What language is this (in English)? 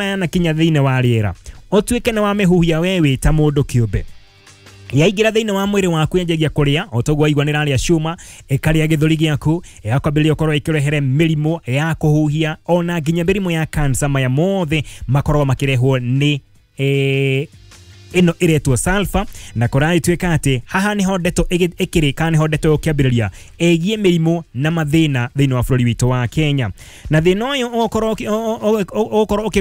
Kikuyu